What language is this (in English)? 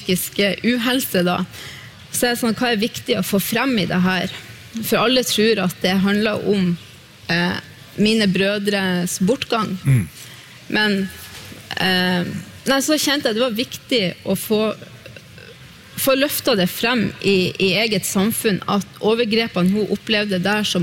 Norwegian